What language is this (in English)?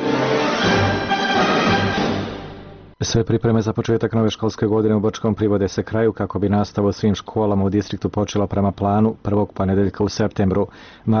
Bosnian